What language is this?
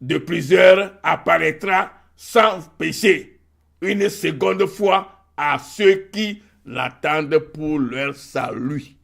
Ewe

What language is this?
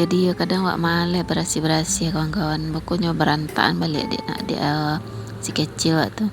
Minangkabau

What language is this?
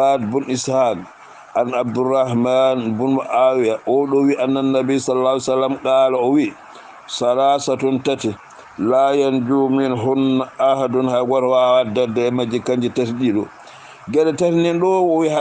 Fula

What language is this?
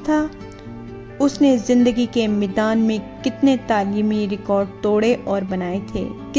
Urdu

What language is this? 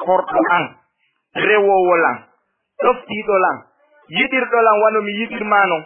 Fula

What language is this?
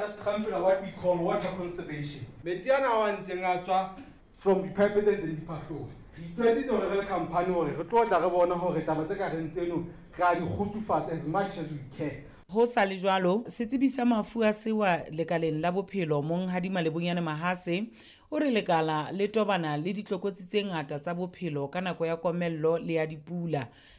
Southern Sotho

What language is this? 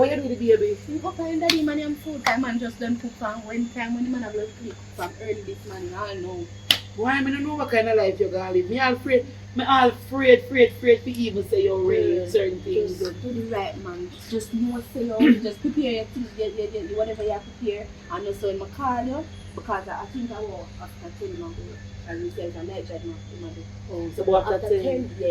Jamaican Creole English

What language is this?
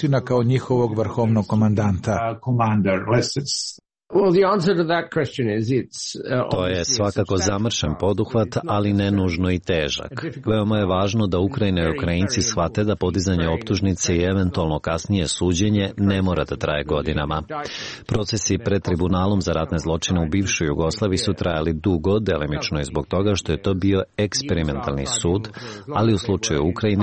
Serbian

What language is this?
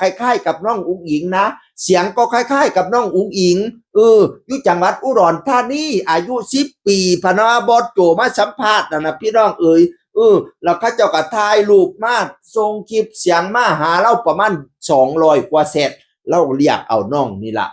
Northeastern Thai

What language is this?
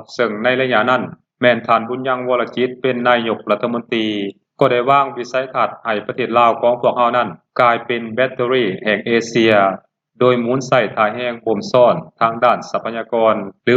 Lao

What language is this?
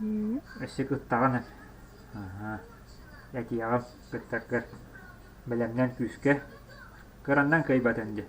Yakut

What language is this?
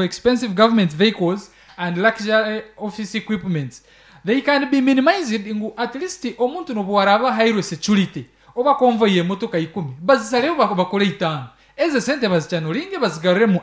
Nyankole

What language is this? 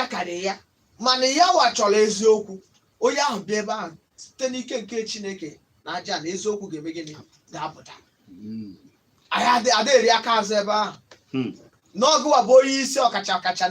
Igbo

